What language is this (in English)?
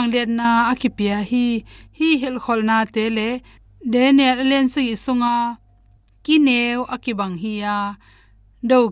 Tedim Chin